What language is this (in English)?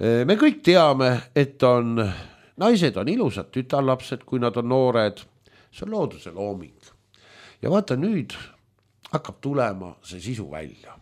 Estonian